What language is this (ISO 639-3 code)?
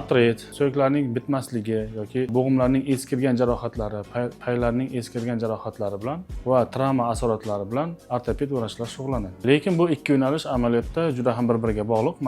uzb